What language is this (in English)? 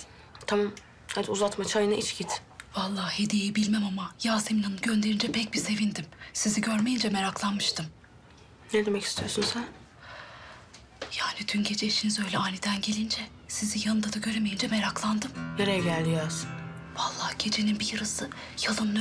Turkish